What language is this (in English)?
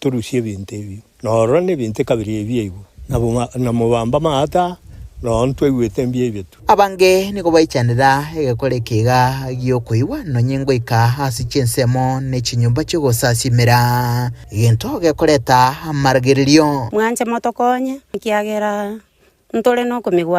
Gusii